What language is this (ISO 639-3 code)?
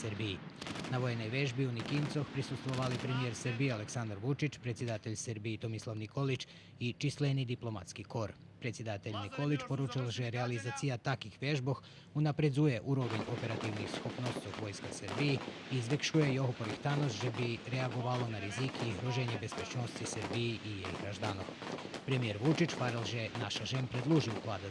rue